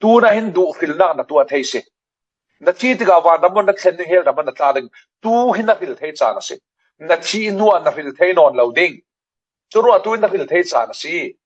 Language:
Falam Chin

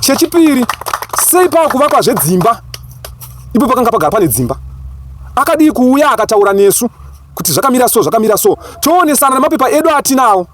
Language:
Shona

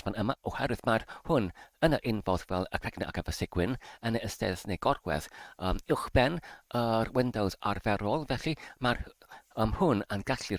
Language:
Welsh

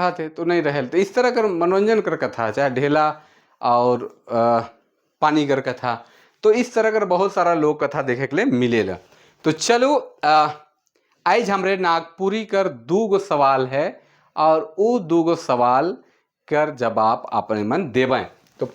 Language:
Sadri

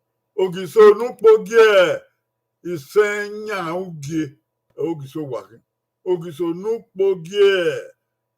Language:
Bini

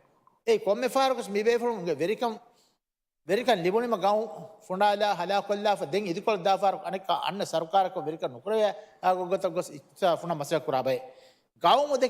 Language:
Divehi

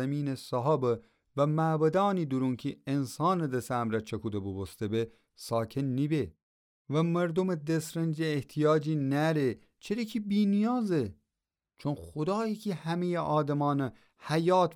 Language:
Gilaki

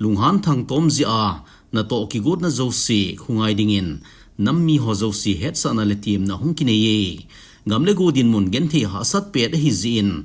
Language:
Thado Chin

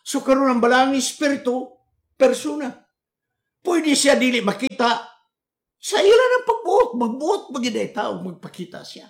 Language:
Cebuano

